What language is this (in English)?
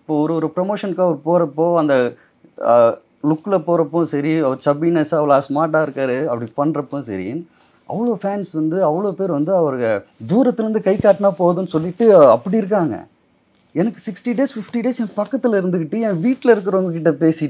Tamil